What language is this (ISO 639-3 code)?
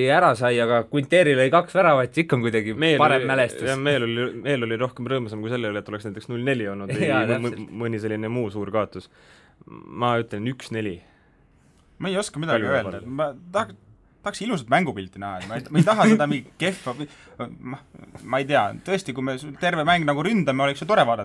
est